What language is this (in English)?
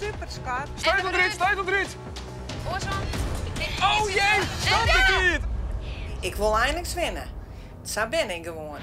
Western Frisian